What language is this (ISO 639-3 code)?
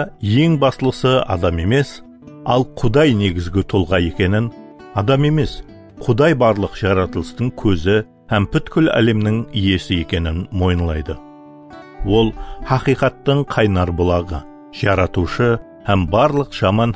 kaa